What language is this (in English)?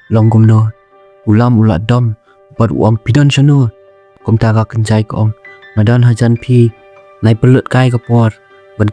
Khasi